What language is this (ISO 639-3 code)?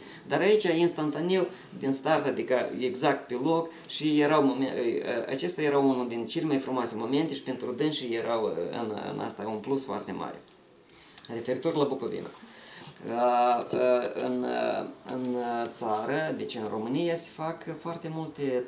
ron